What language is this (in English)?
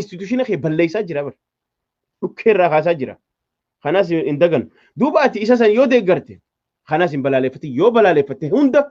Oromo